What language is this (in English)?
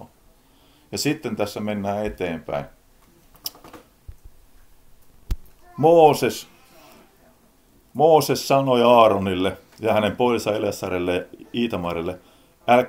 Finnish